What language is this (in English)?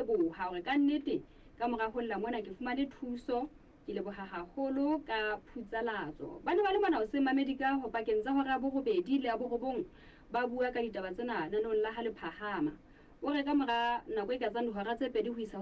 Southern Sotho